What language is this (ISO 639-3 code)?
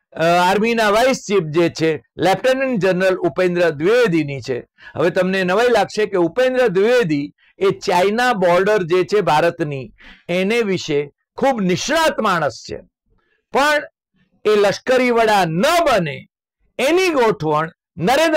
guj